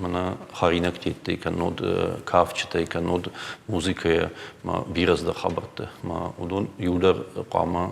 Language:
Ossetic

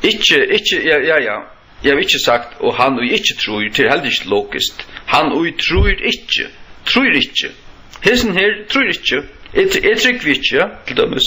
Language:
Faroese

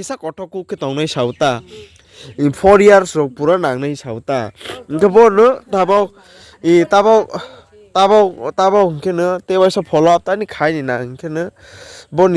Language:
Kok Borok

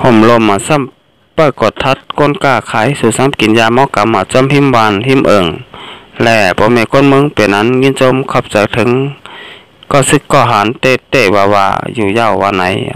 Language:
Shan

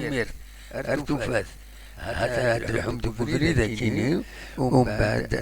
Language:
Kabyle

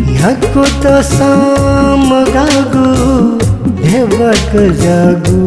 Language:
Newari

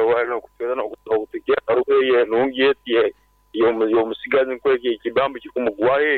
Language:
Nyankole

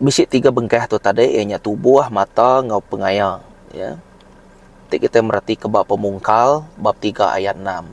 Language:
Iban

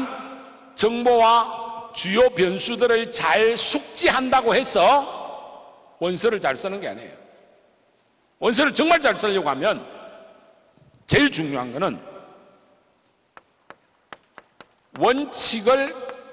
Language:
Korean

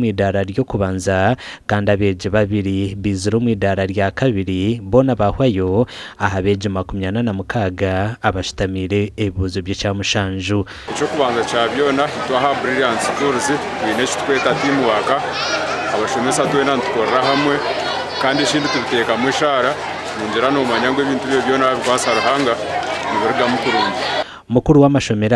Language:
Nyankole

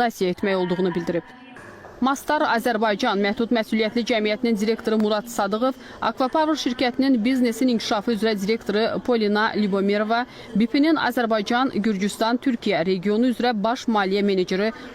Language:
Azerbaijani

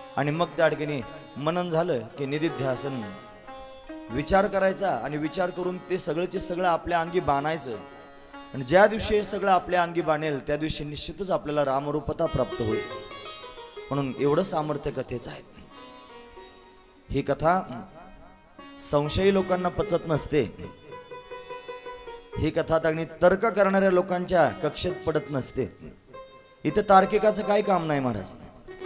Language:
Marathi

